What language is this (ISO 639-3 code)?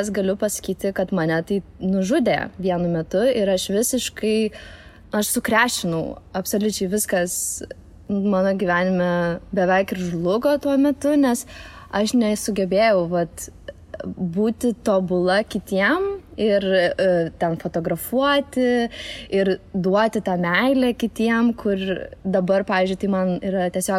lit